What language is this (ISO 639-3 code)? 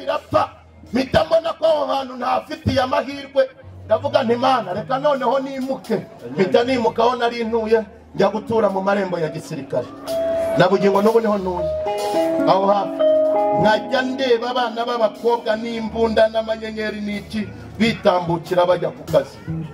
kin